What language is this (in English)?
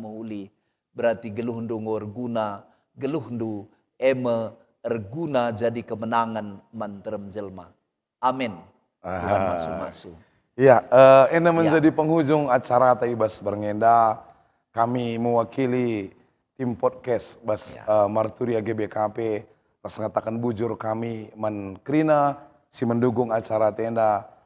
Batak Karo